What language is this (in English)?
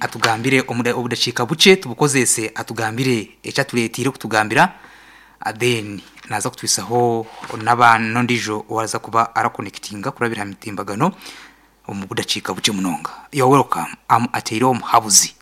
Nyankole